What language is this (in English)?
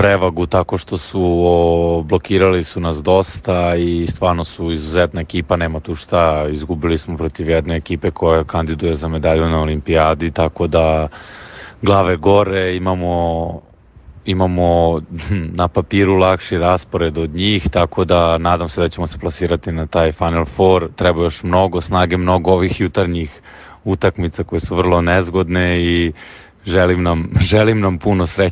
Serbian